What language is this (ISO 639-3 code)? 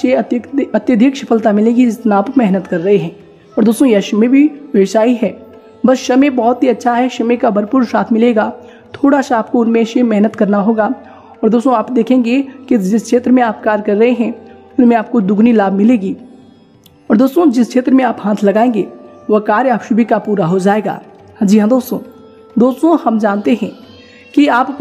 hin